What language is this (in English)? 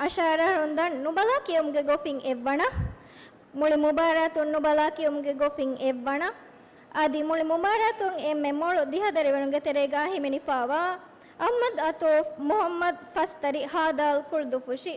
Divehi